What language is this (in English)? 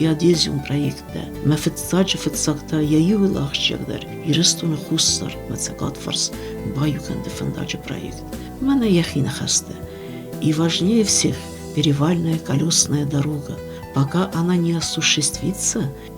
Ossetic